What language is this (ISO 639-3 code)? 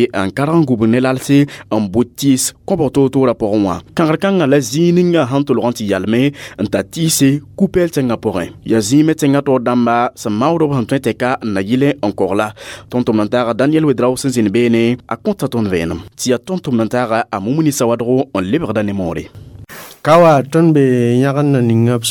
mos